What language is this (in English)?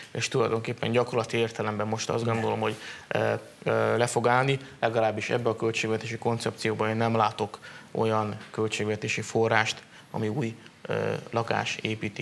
Hungarian